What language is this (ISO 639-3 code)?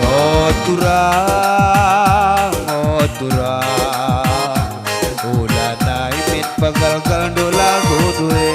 btx